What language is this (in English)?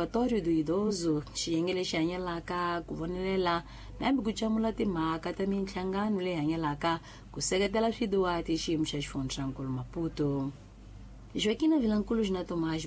Tsonga